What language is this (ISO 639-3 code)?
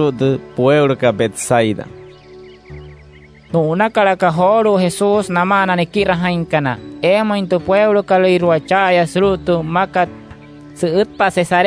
guc